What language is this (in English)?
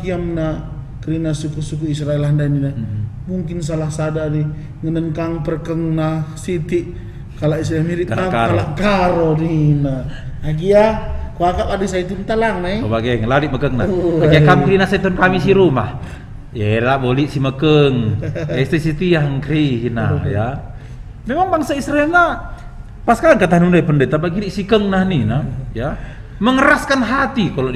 Batak Karo